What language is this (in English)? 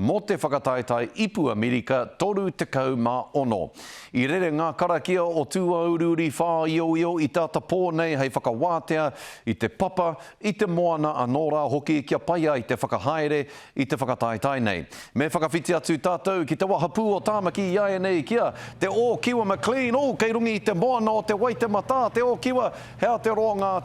Māori